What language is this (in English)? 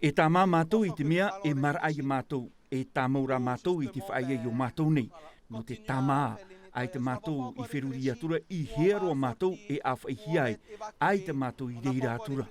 Tahitian